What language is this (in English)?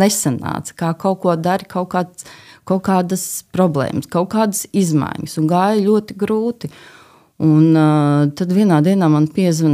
Latvian